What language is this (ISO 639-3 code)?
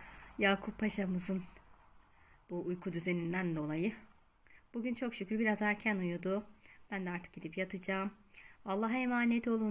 tur